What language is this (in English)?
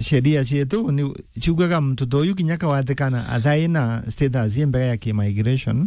Meru